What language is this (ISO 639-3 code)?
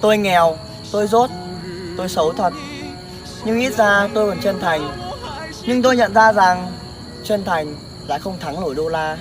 hmn